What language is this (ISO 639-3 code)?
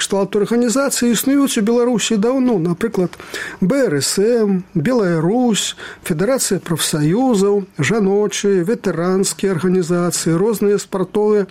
bel